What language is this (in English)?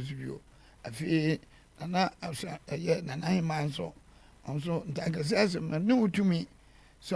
Akan